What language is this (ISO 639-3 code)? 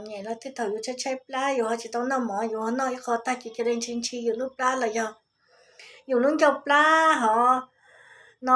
hmn